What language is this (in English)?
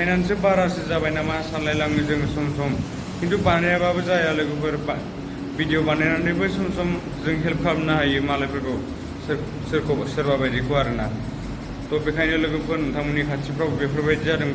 Bodo